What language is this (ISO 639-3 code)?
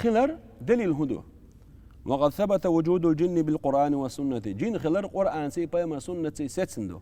che